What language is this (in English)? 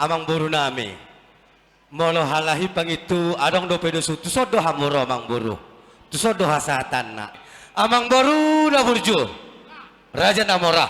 Batak Toba